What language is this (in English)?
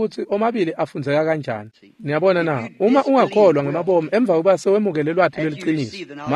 Swati